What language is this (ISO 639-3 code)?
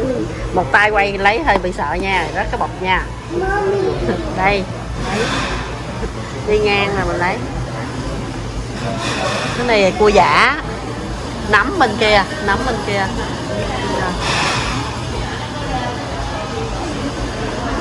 vie